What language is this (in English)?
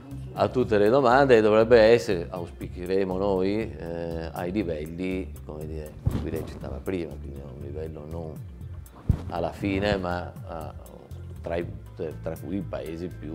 Italian